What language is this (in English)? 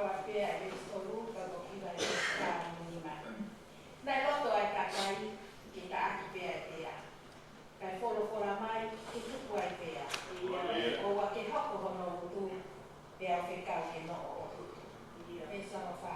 Tongan